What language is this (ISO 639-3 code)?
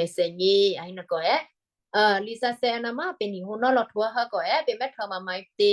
kyu